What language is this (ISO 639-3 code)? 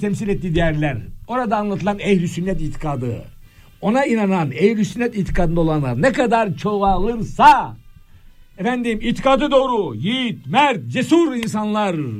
tur